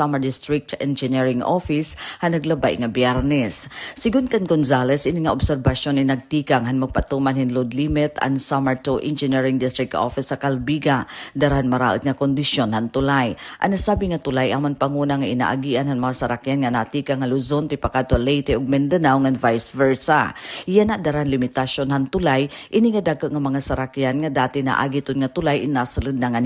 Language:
Waray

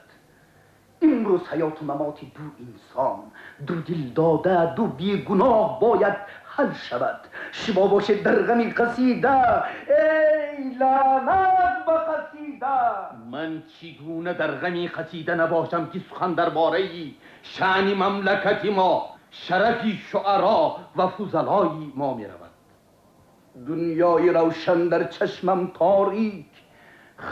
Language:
Tajik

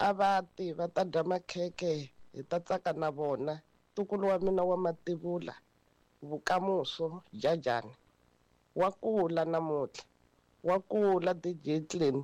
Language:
Tsonga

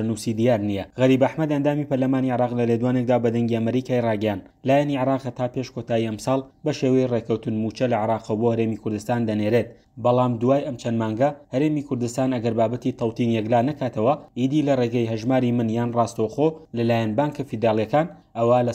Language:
Central Kurdish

